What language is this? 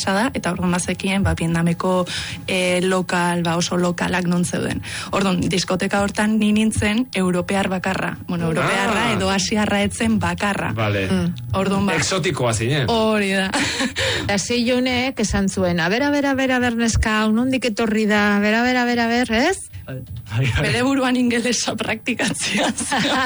Basque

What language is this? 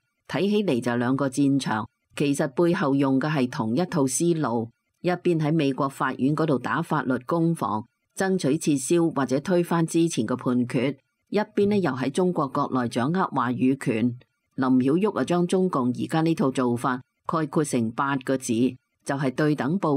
Cantonese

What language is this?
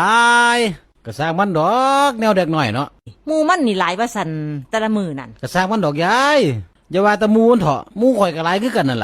Northeastern Thai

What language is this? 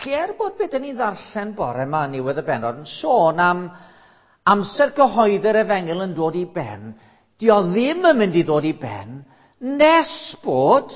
Welsh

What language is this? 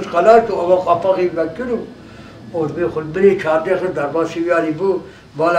Kurdish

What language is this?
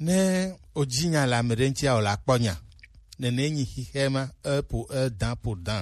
Gen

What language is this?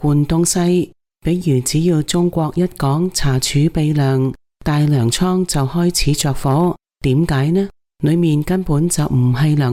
Cantonese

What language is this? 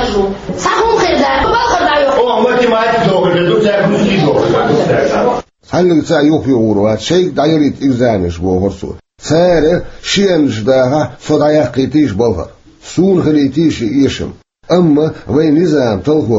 Chechen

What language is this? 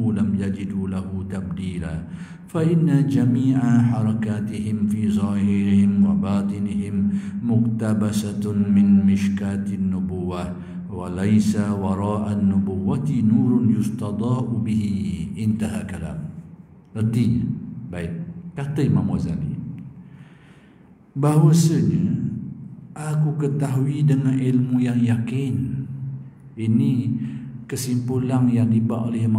Malay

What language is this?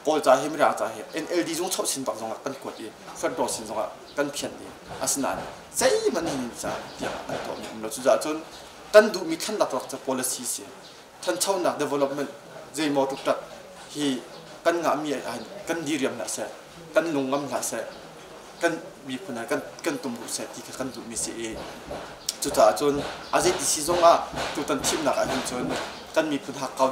Hakha Chin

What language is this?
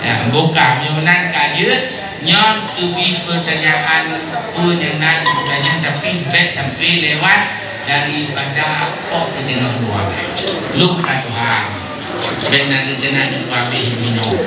Achinese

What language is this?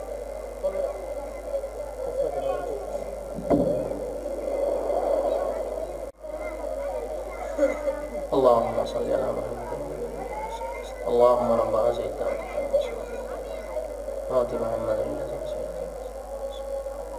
Bangla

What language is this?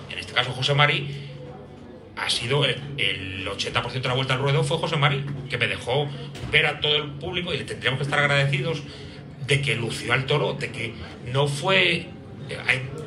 Spanish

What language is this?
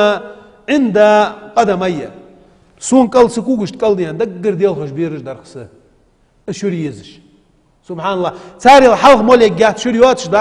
Ingush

